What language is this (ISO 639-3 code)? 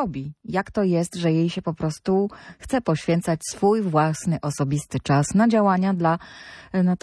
pol